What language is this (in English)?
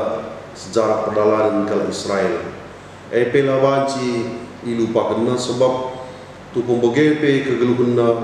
Batak Karo